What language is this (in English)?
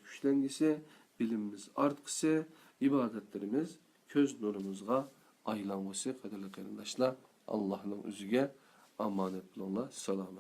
Uyghur